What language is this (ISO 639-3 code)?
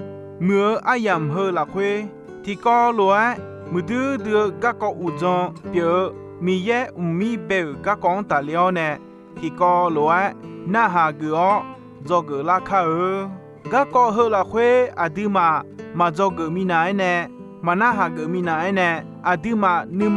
ahk